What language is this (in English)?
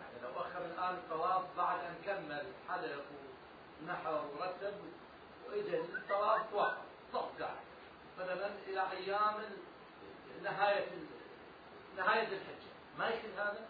Mesopotamian Arabic